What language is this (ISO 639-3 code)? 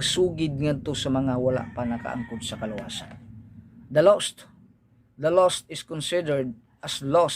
ceb